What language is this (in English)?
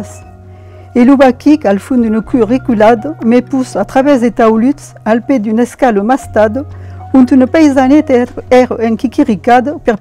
Occitan